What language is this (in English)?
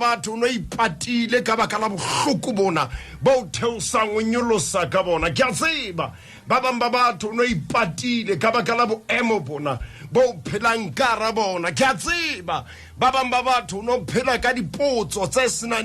Southern Sotho